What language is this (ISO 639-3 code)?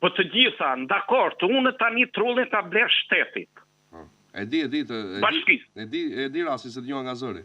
sqi